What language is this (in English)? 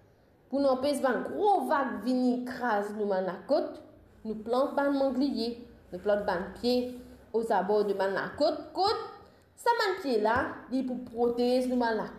Morisyen